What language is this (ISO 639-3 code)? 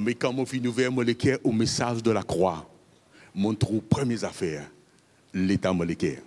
mfe